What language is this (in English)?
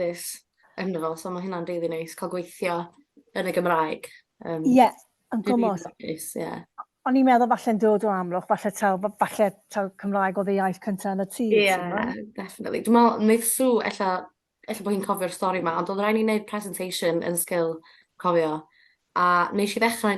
Welsh